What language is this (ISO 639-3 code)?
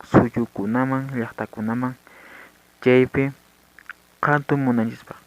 que